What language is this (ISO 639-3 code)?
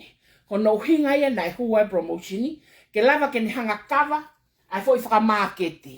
ton